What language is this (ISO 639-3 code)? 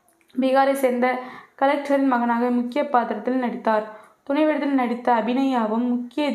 tam